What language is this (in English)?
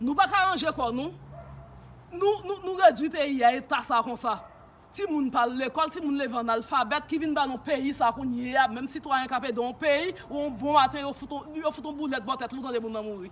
Haitian Creole